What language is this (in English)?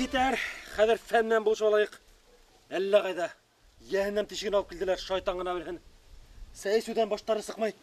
Bashkir